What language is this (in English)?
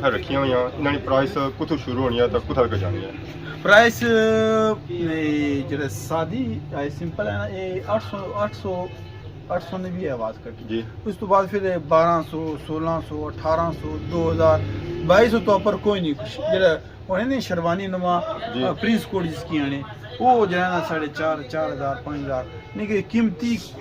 Pahari-Potwari